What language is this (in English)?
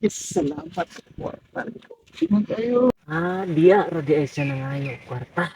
Cebuano